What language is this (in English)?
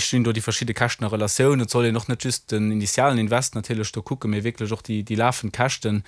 Luxembourgish